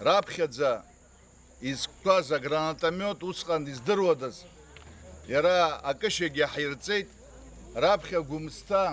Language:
Abkhazian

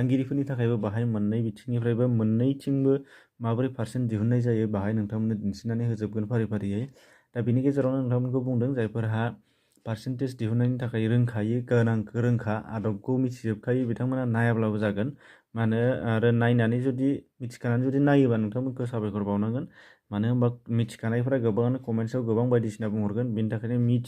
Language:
Bodo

